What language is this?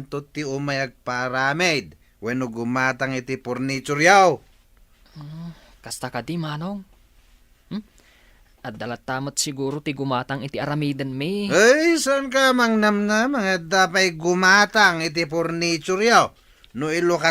Iloko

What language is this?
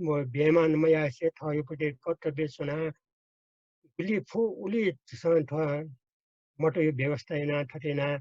Newari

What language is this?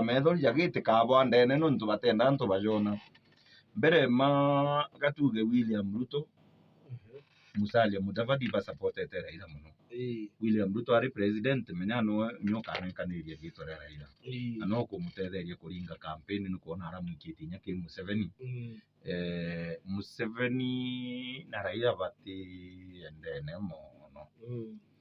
Meru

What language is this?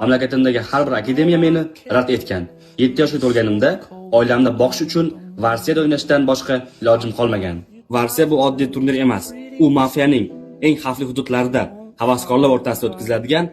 Uzbek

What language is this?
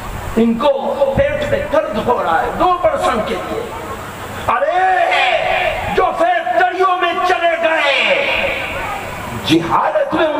Urdu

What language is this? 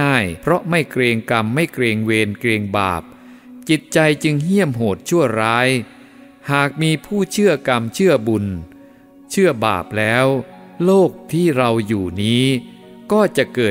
Thai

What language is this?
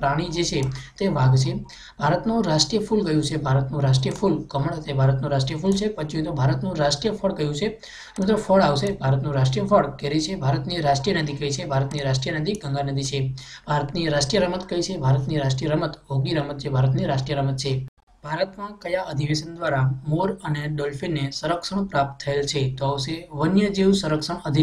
Gujarati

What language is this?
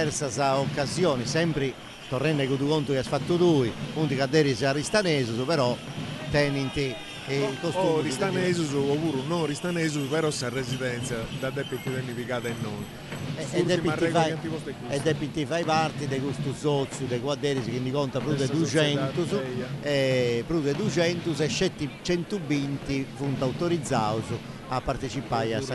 Sardinian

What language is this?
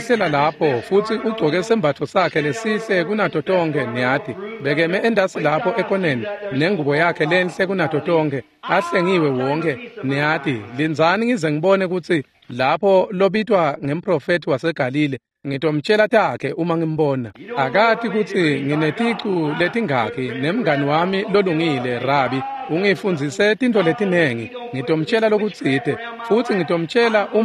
Swati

